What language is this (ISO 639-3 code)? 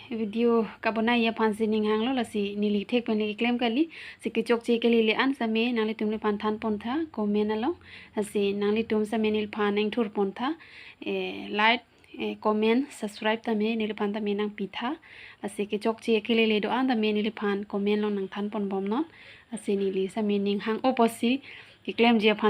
mjw